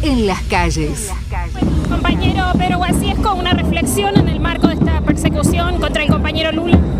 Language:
Spanish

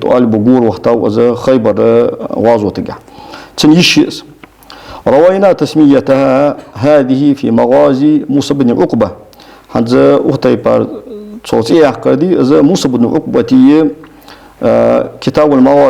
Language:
Ingush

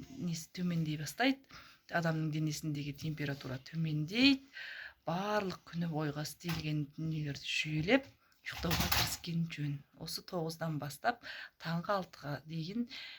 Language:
Kazakh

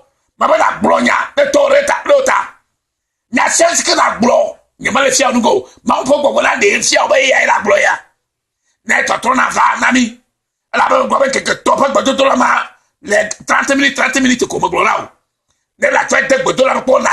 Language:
Ewe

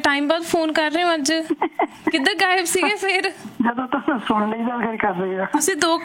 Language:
Punjabi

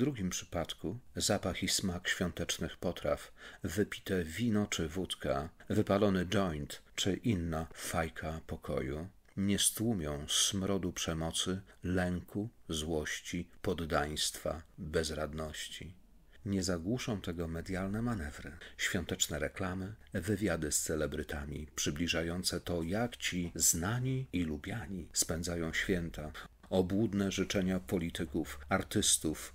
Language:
Polish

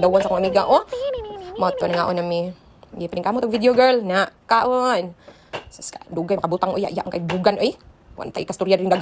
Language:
Cebuano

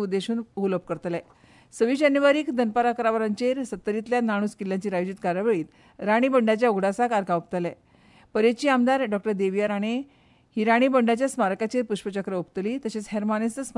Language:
Konkani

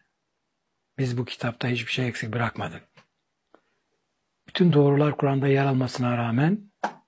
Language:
Turkish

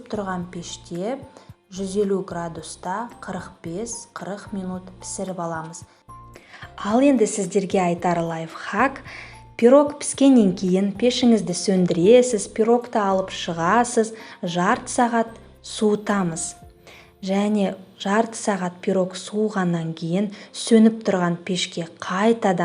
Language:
Kazakh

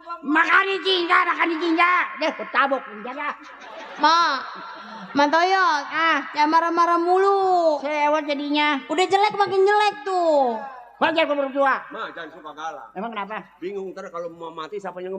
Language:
Betawi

